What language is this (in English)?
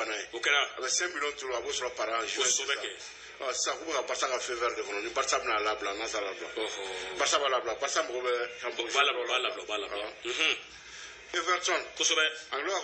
Bambara